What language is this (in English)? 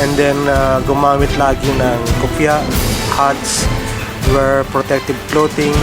Bikol